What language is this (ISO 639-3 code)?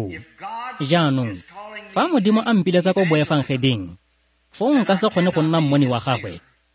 tsn